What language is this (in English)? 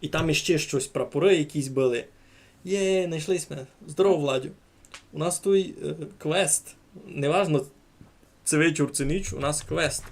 Rusyn